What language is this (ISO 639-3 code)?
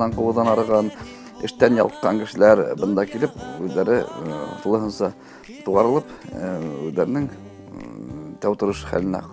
bak